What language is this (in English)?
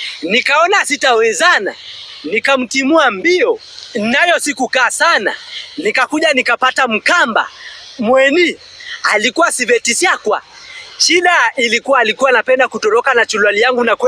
Swahili